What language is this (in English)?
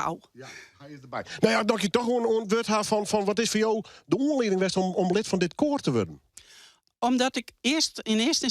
Western Frisian